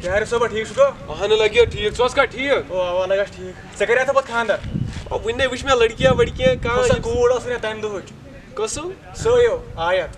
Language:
Kashmiri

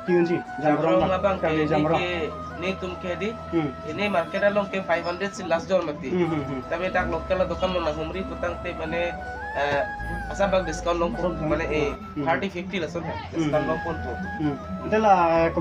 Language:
Karbi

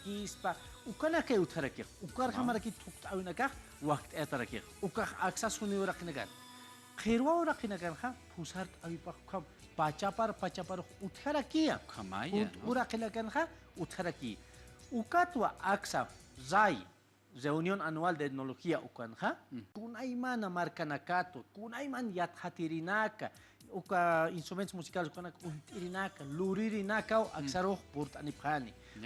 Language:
Aymara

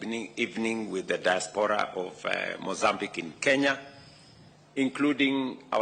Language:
Luo (Kenya and Tanzania)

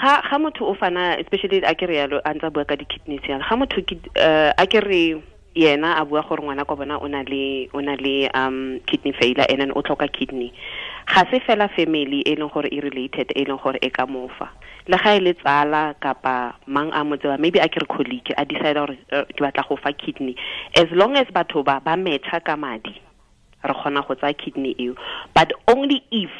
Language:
Tswana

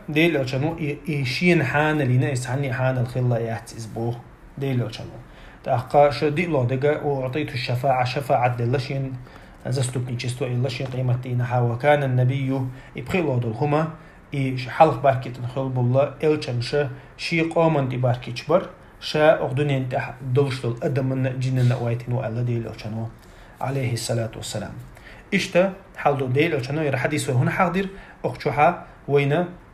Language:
Chechen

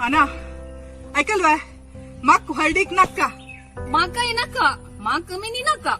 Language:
Konkani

